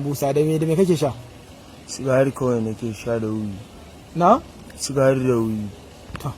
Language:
Hausa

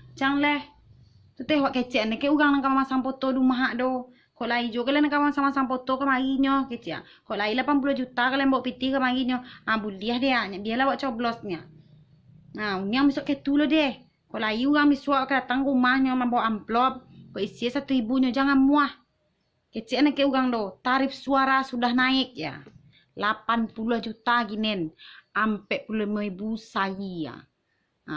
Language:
Minangkabau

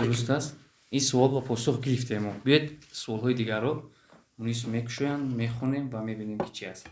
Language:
Tajik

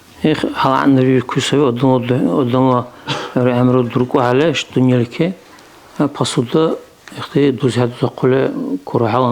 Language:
Dargwa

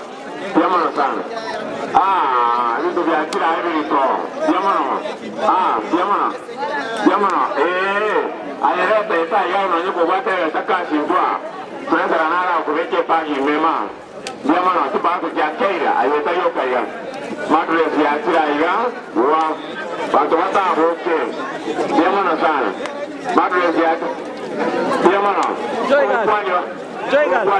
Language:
Gusii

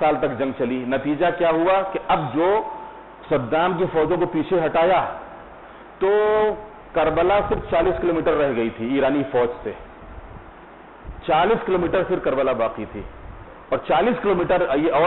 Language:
Urdu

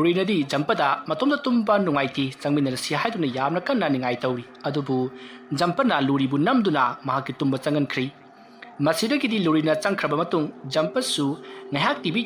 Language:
Manipuri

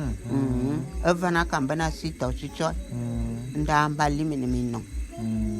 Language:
Bulu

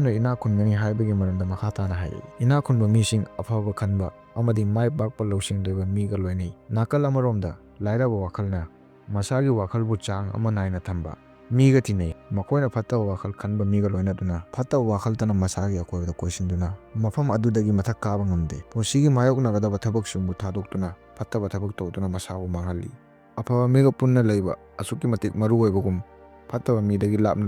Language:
Manipuri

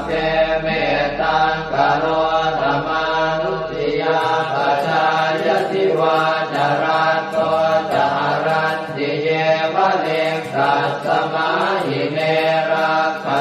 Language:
Pali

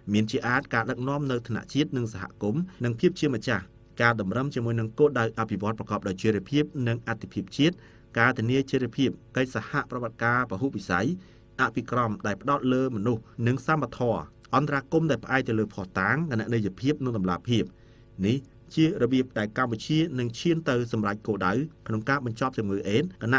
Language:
Khmer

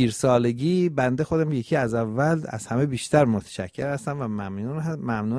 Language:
Persian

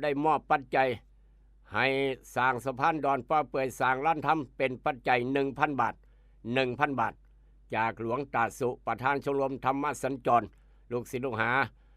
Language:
Northeastern Thai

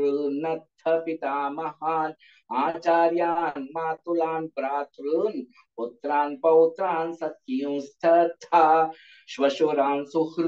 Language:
Sanskrit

